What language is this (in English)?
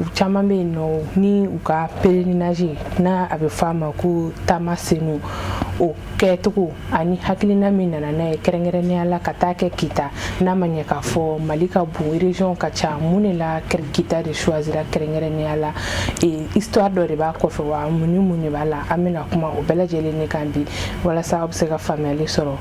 Bambara